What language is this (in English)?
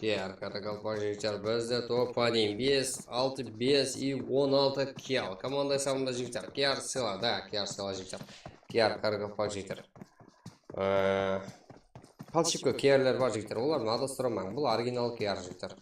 Kara-Kalpak